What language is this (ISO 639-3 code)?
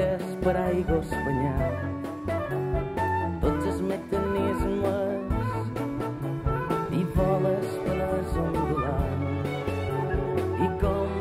cat